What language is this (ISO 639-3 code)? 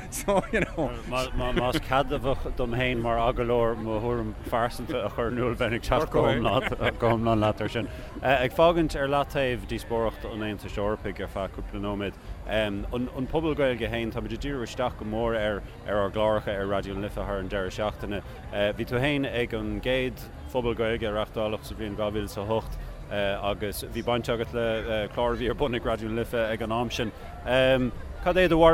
gle